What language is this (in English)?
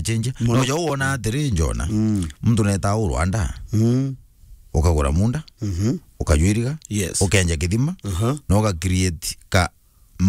Meru